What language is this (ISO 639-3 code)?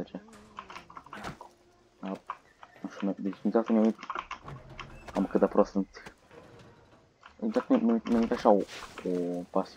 ron